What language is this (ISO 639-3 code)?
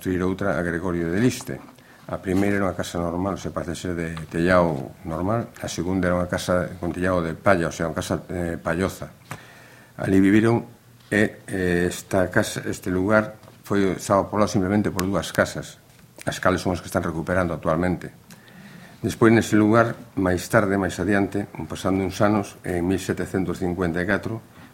glg